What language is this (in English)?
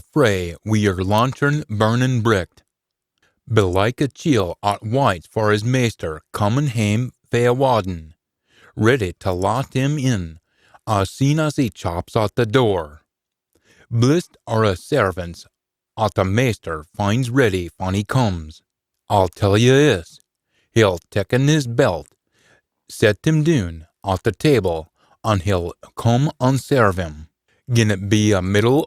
Scots